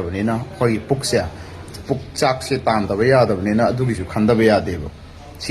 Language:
Manipuri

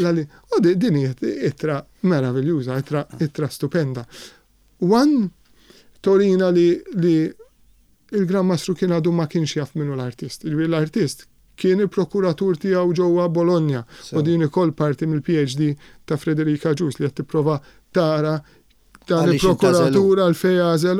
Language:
Maltese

